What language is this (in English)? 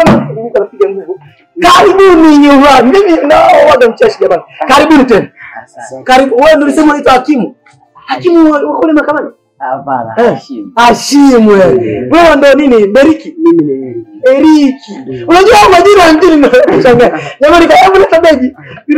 Swahili